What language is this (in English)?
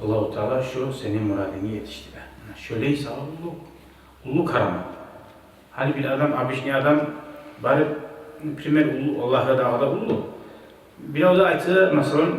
Kumyk